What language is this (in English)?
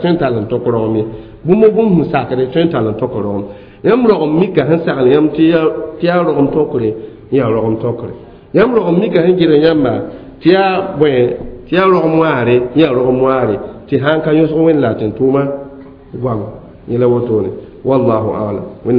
Mossi